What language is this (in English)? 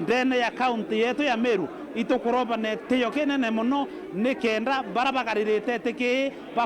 Meru